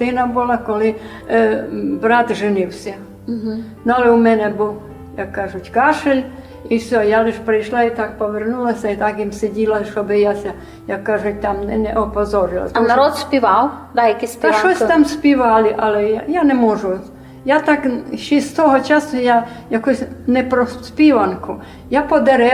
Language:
Rusyn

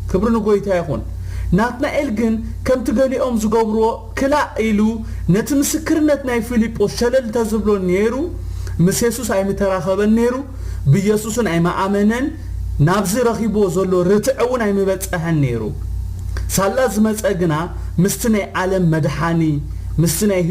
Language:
Tigrinya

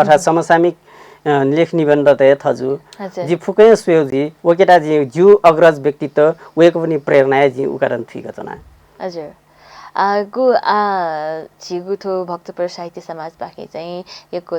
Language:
Newari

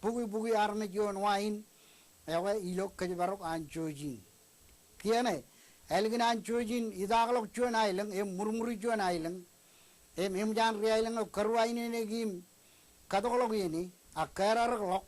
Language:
Marshallese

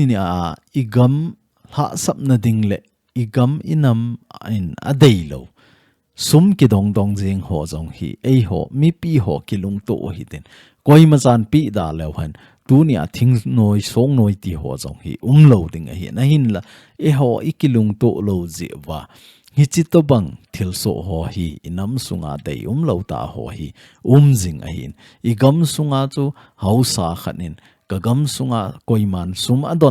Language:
Thado Chin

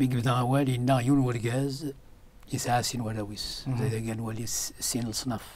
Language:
Kabyle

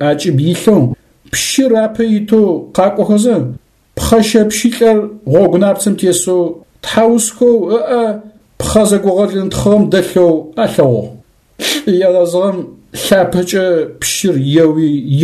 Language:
Adyghe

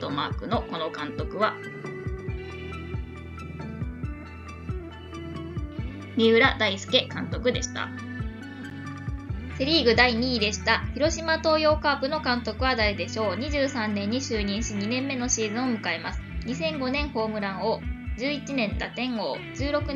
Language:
Japanese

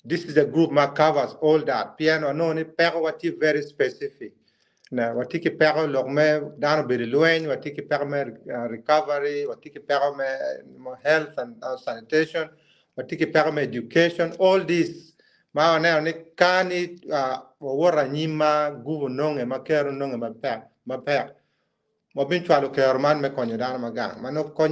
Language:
Acoli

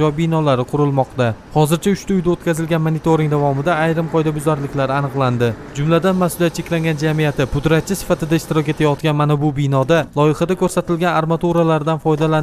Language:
Uzbek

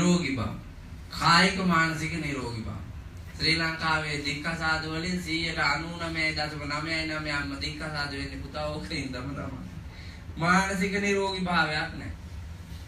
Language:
Sinhala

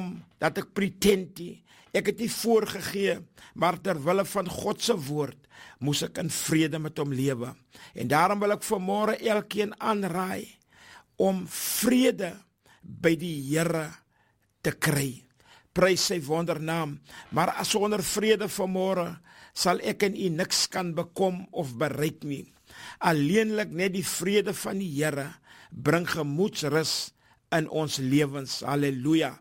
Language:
Afrikaans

